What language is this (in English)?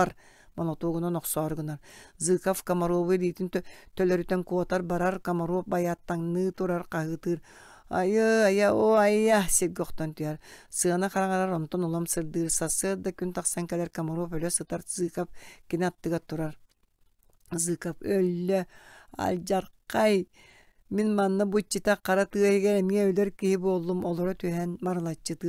Yakut